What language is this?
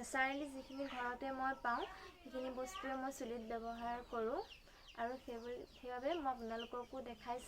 Assamese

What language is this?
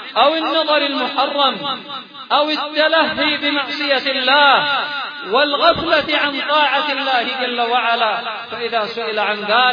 Arabic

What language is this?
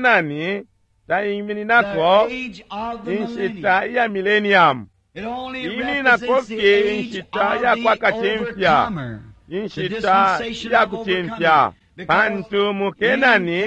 Bemba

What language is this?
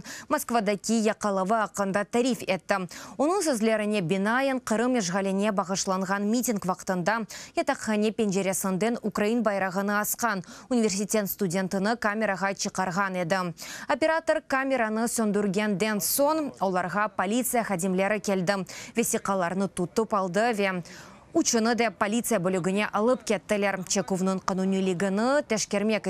Crimean Tatar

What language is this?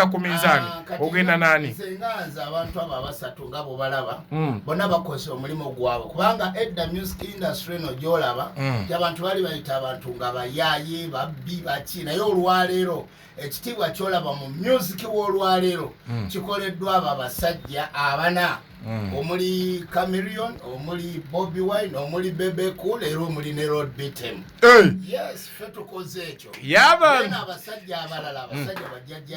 Ganda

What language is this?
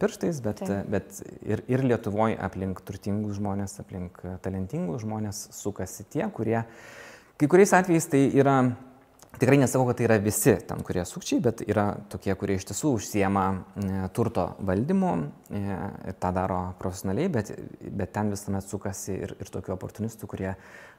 Lithuanian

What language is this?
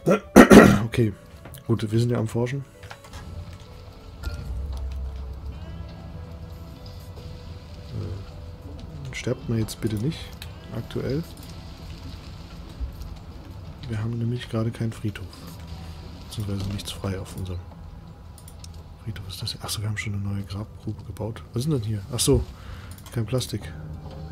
German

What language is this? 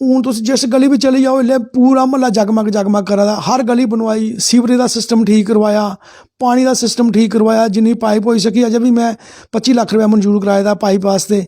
Dogri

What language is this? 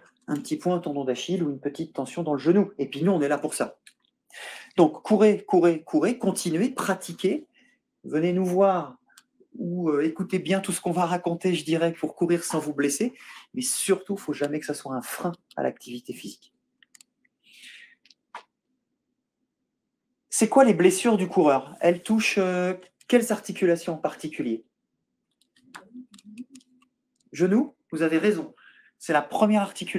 French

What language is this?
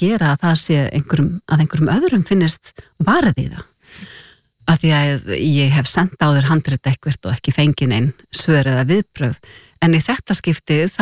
Icelandic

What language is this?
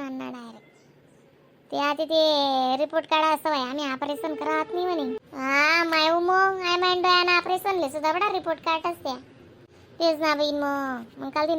Khandesi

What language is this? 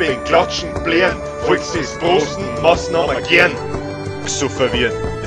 Bavarian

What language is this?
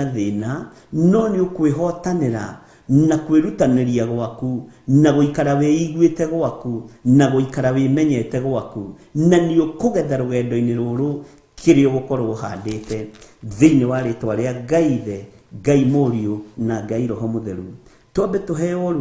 Kikuyu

